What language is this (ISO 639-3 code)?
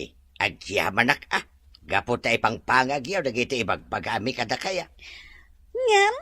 ilo